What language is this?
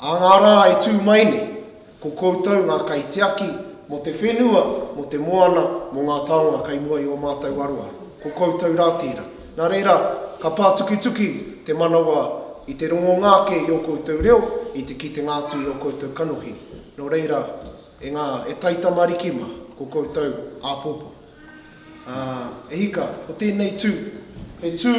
Māori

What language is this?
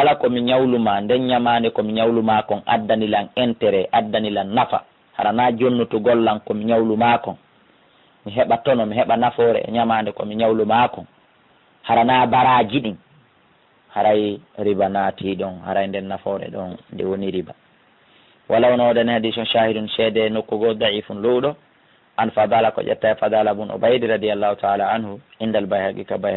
Fula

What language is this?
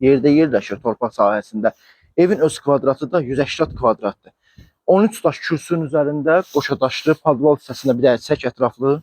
Azerbaijani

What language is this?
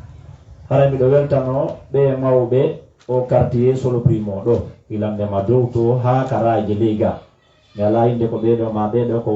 Fula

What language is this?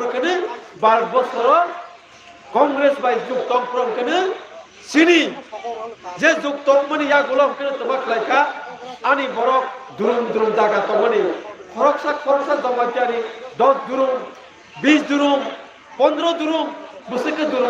Kok Borok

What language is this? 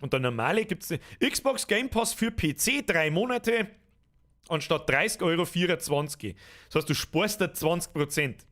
Bavarian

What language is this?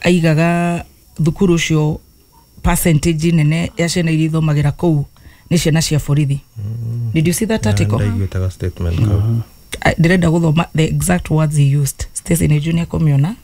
Kikuyu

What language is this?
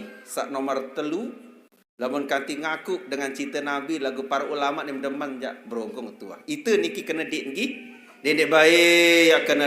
Sasak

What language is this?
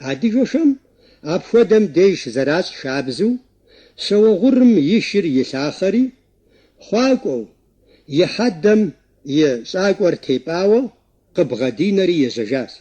Kabardian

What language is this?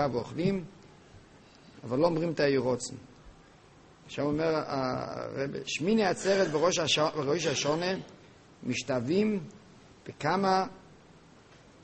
Hebrew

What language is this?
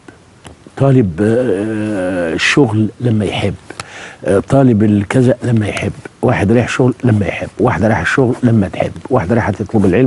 Egyptian Arabic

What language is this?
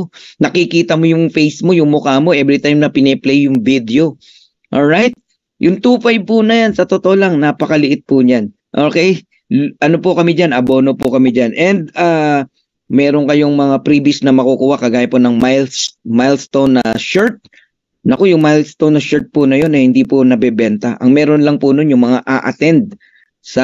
Filipino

